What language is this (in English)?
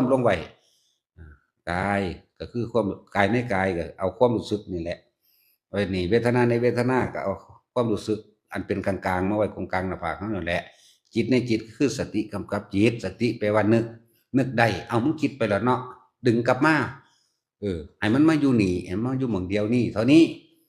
Northeastern Thai